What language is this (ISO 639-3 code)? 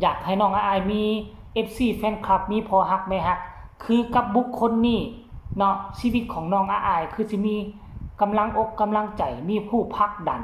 tts